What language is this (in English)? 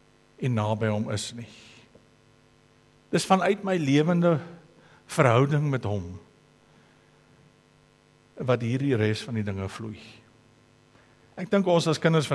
Afrikaans